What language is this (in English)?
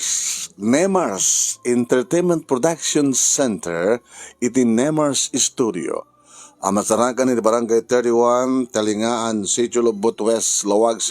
Iloko